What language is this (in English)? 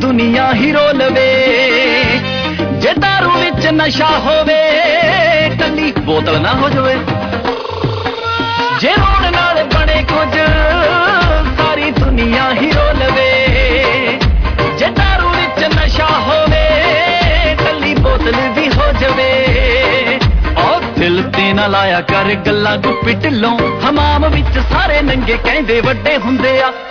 Punjabi